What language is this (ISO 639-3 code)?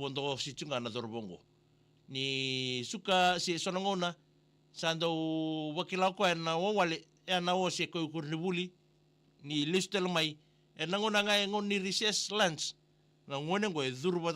fij